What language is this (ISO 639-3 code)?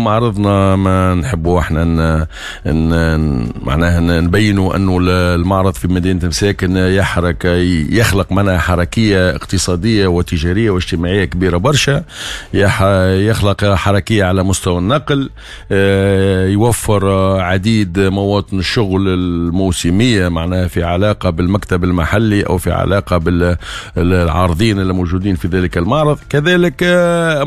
aeb